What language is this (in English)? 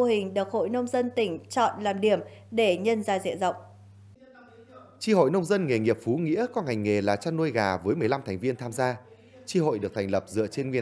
Vietnamese